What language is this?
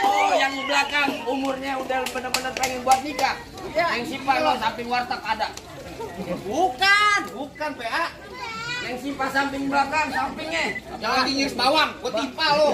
Betawi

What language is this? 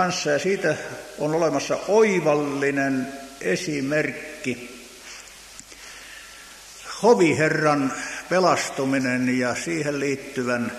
Finnish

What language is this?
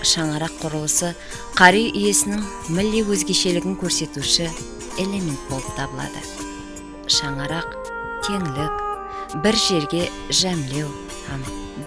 Kara-Kalpak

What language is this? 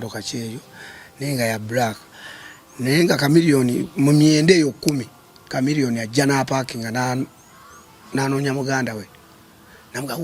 Ganda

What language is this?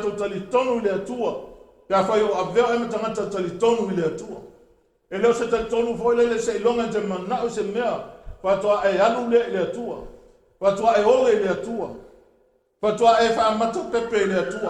Samoan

